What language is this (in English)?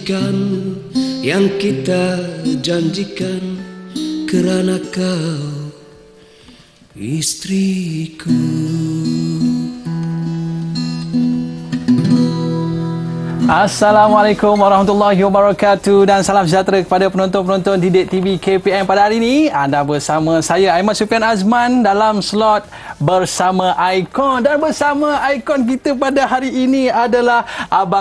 Malay